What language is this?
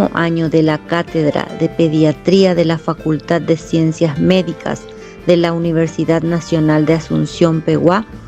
Guarani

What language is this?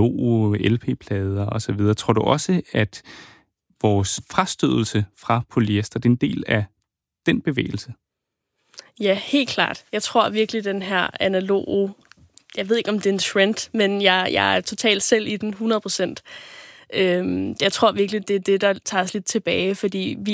Danish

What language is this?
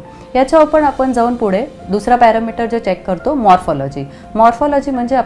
Marathi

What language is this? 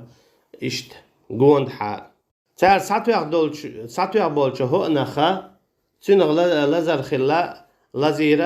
Chechen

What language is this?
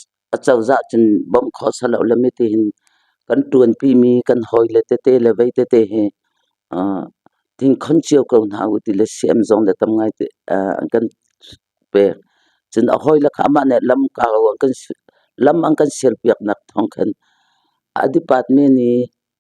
Hakha Chin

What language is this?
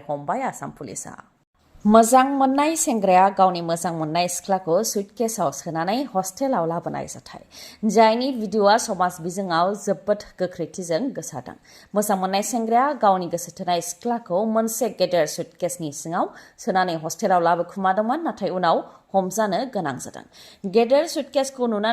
Bodo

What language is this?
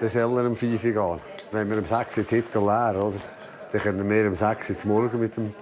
Swiss German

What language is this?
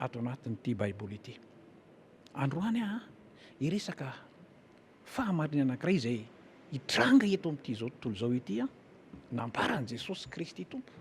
Malagasy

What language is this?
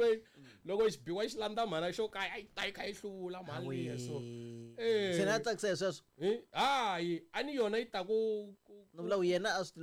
Tsonga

